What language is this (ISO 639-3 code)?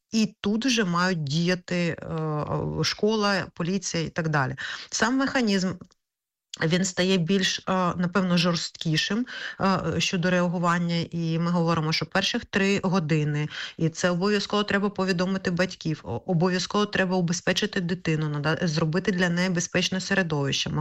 ukr